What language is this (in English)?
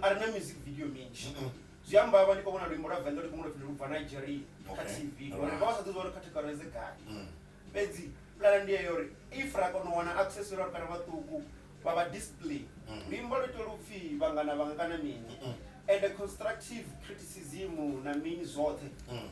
Venda